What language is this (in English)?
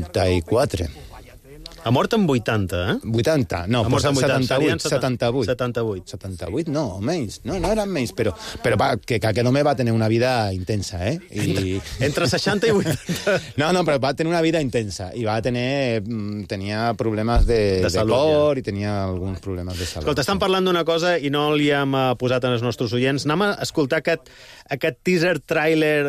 Catalan